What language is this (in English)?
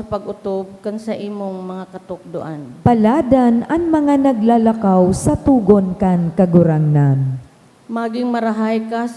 Bikol